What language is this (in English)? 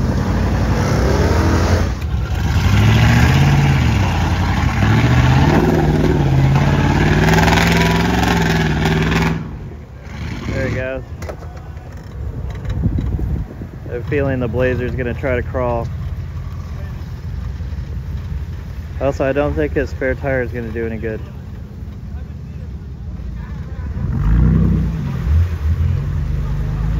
English